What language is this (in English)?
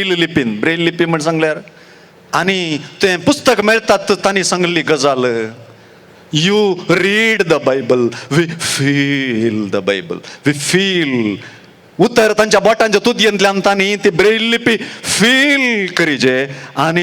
Konkani